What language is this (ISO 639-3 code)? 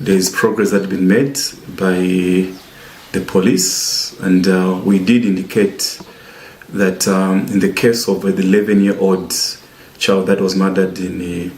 loz